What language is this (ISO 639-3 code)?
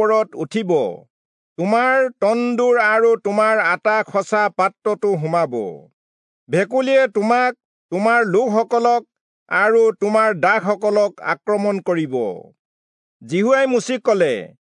asm